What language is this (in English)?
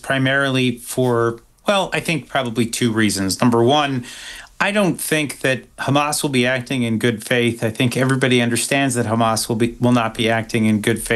English